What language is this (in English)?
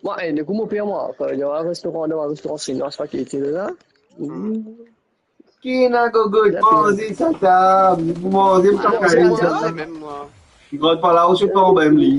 Morisyen